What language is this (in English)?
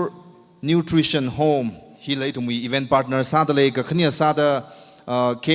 Tangkhul Naga (India)